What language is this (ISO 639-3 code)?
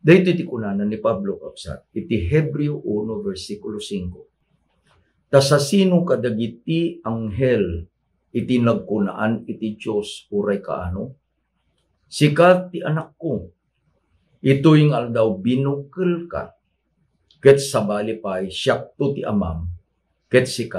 ilo